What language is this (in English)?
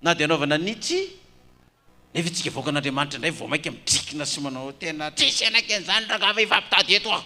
Malagasy